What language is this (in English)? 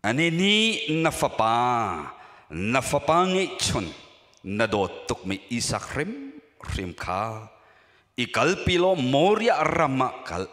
Hakha Chin